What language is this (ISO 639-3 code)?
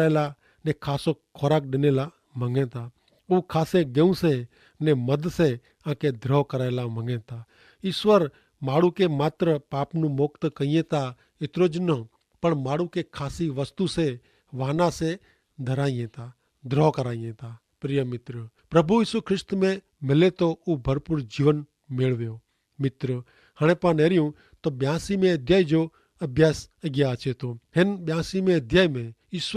kfr